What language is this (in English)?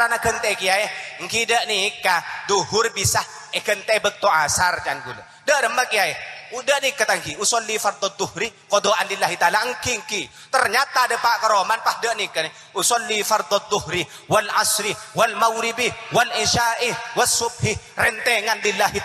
Madurese